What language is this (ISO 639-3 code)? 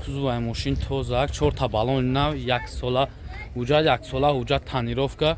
tgk